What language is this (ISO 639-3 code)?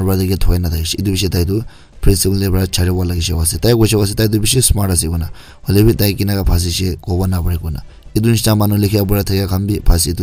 nag